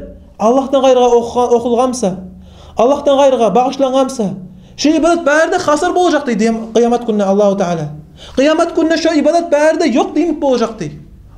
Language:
Kumyk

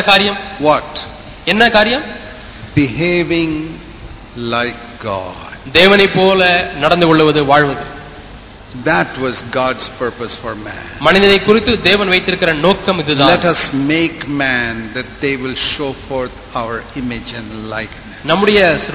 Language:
Tamil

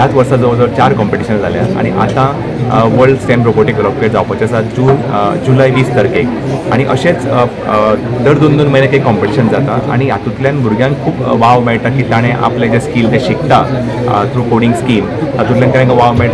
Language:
Konkani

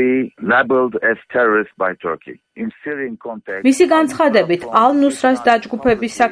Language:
Georgian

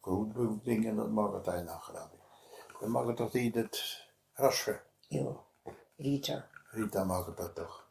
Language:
Westphalien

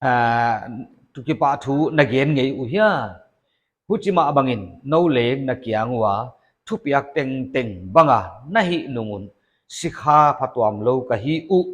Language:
Paite Chin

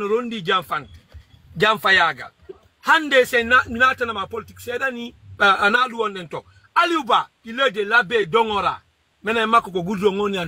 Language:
Fula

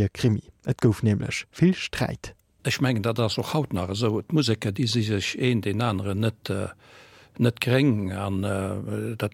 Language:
Luxembourgish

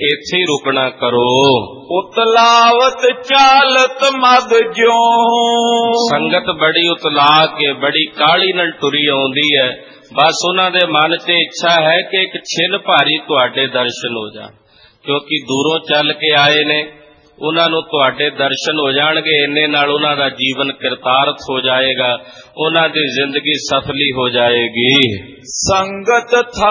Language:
Punjabi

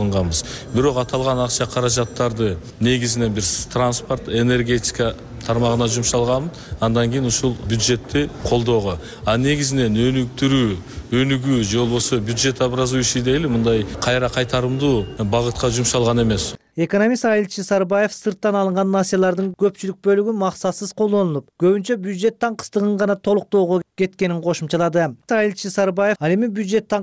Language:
Kyrgyz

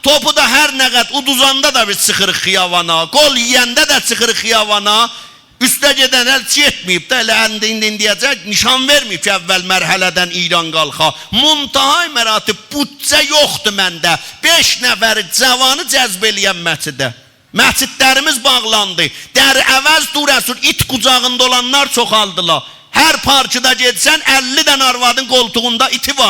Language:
South Azerbaijani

